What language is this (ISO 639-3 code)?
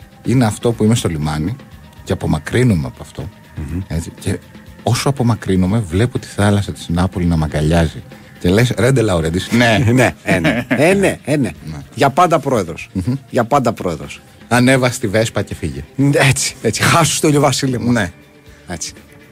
ell